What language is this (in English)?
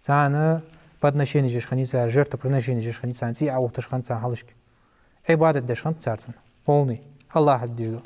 Ingush